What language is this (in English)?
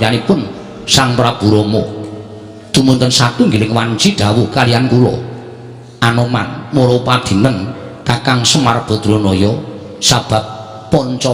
Javanese